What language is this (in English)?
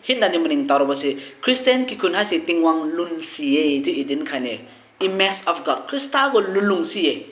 Liangmai Naga